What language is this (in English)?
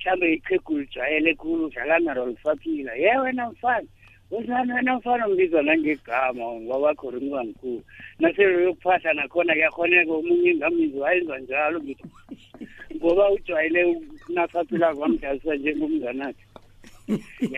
South Ndebele